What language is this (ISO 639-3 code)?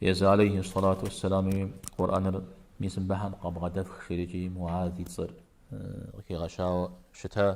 kbd